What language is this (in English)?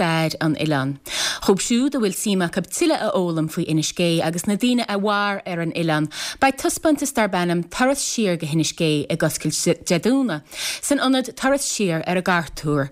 Irish